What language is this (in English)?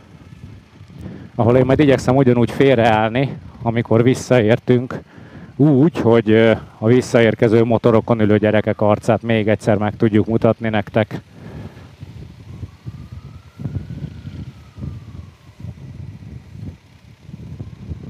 Hungarian